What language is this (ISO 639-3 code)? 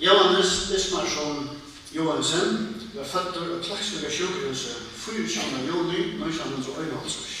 fao